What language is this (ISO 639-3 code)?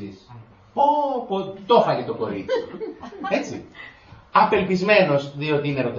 ell